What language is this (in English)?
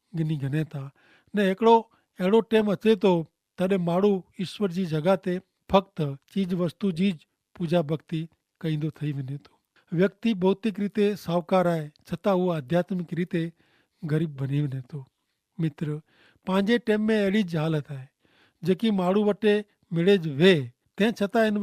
Kachhi